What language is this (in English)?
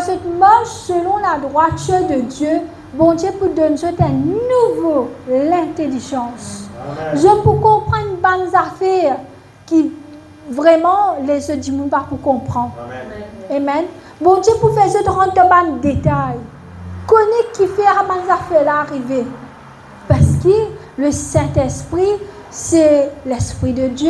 Morisyen